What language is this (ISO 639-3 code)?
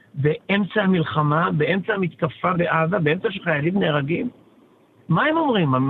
heb